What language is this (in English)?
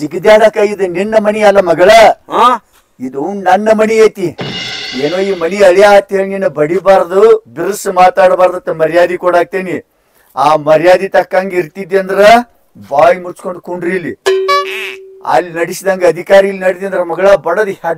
Kannada